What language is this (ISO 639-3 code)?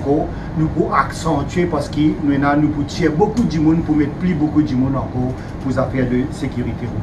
mfe